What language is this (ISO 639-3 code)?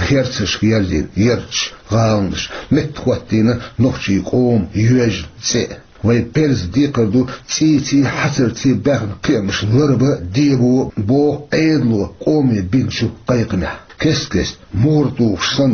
che